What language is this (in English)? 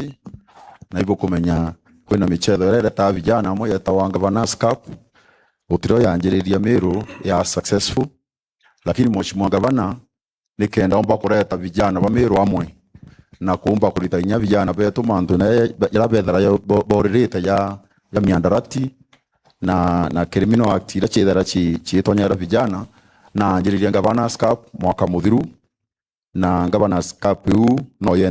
Meru